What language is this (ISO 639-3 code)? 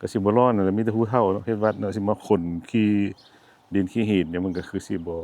lao